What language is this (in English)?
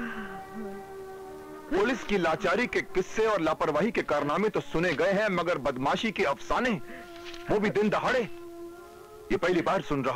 Hindi